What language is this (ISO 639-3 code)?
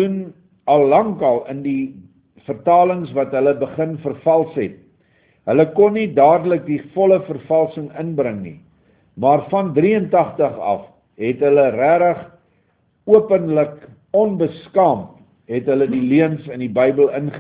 afr